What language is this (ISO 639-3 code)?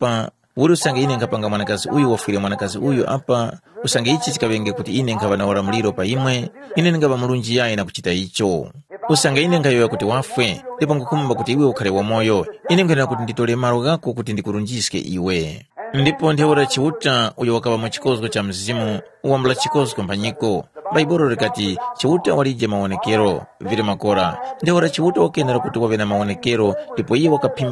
tum